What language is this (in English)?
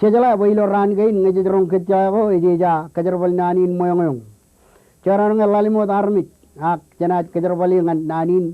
Marshallese